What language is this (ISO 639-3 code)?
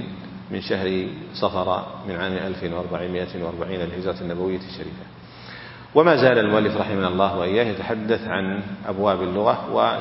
ara